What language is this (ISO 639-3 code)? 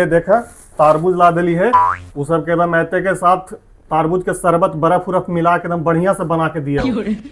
mag